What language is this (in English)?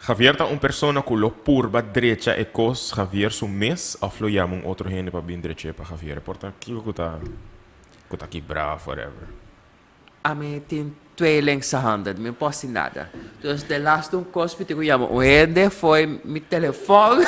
Papiamento